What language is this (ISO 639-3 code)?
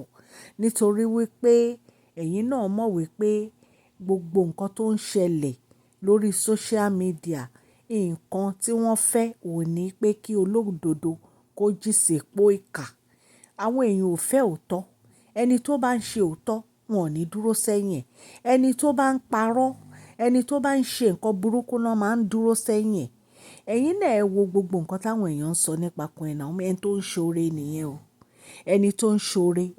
yor